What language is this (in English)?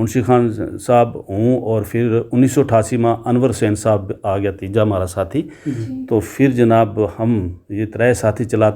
Gujari